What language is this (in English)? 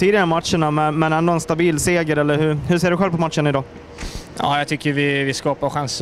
Swedish